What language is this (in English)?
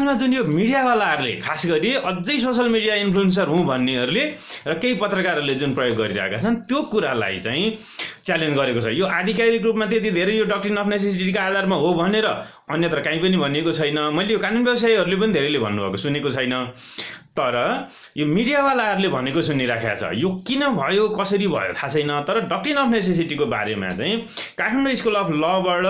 Nepali